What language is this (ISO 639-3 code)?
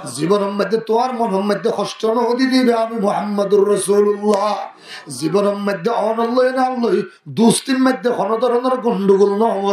rhg